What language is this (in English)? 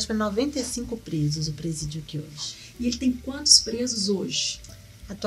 Portuguese